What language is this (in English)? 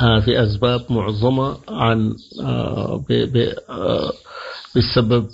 Sudanese Arabic